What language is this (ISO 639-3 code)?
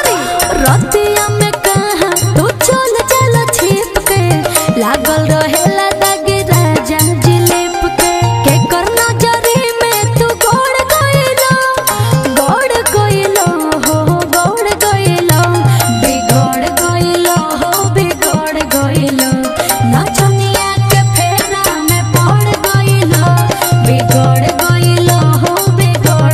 bho